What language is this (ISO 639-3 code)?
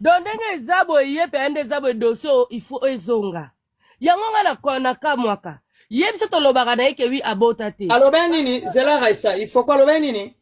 lin